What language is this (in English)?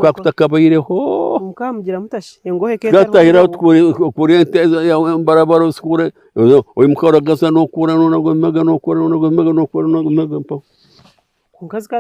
Nyankole